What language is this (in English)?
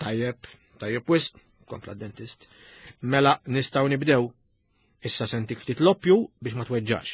Maltese